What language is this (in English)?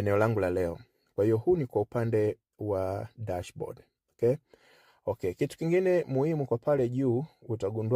Swahili